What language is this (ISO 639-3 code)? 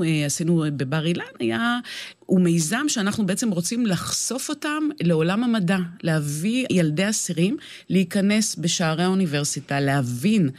heb